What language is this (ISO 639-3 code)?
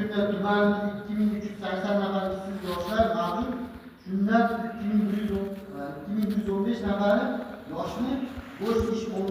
uzb